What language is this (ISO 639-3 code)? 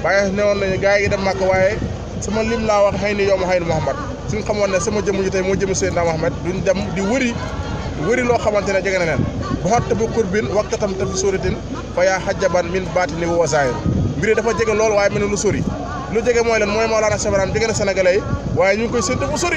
wol